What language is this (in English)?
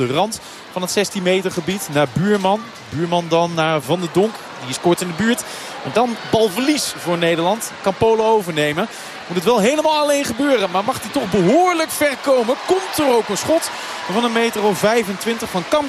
Dutch